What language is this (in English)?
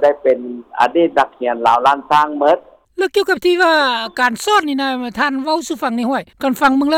Lao